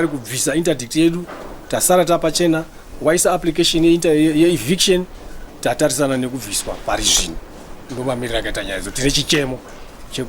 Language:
Shona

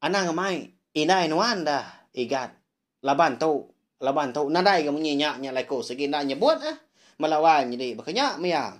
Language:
Iban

